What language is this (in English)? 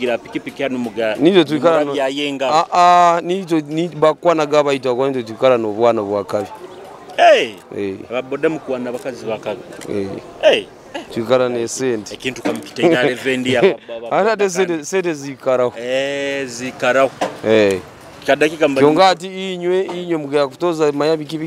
Nyoro